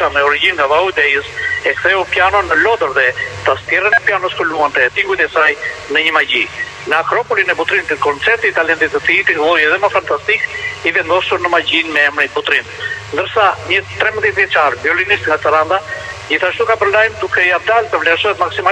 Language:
Albanian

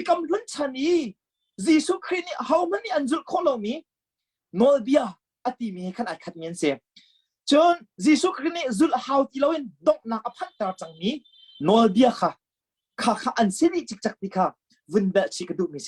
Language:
Hakha Chin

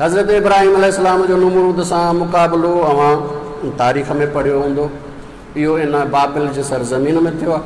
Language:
Sindhi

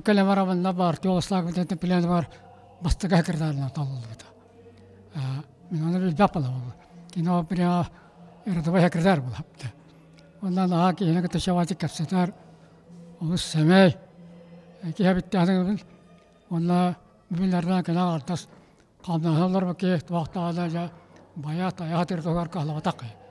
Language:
Yakut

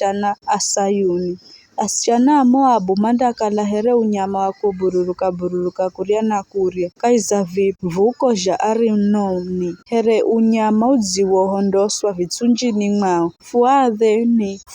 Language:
Giryama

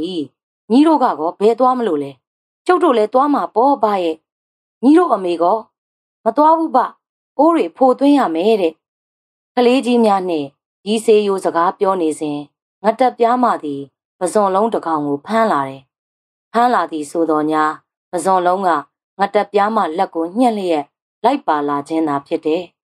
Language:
Burmese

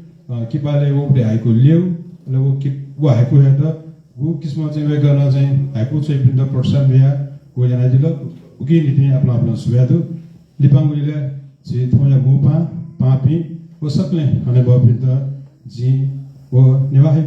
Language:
Newari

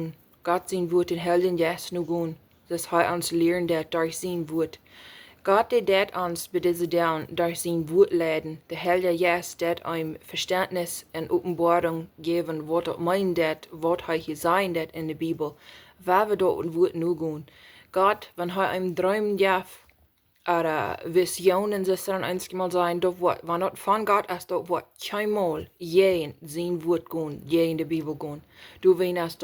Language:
Plautdietsch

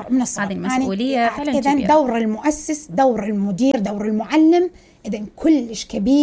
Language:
Mesopotamian Arabic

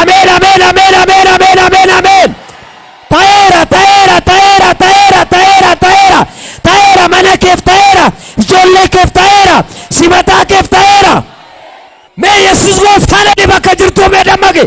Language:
Oromo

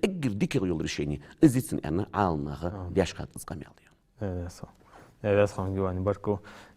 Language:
Ingush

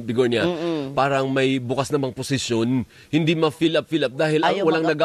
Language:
Filipino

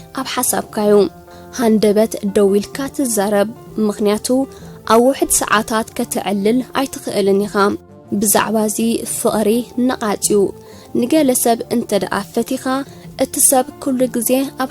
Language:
Tigrinya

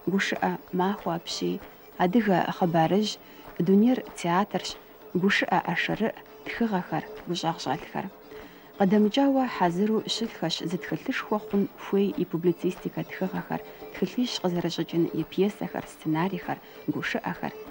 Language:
Kabardian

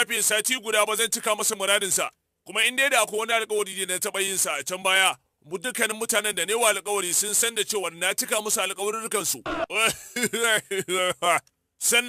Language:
Hausa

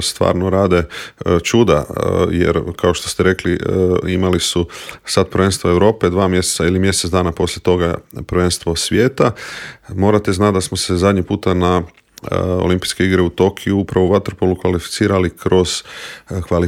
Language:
Croatian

